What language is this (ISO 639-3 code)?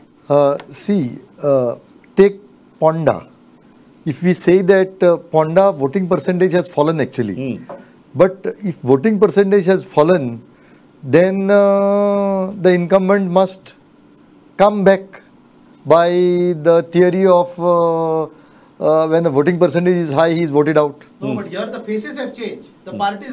kok